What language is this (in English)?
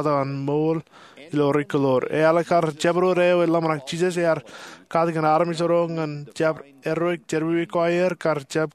Marshallese